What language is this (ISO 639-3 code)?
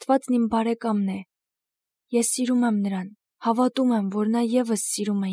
hye